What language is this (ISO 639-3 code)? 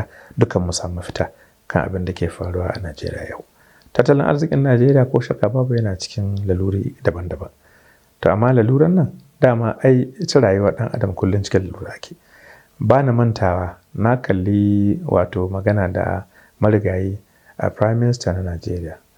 hau